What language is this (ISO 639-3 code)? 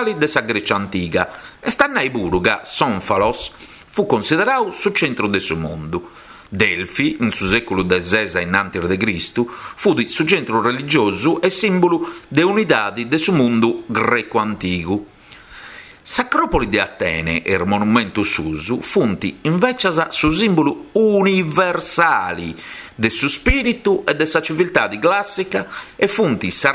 srd